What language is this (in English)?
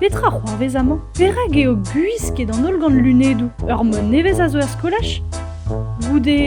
Breton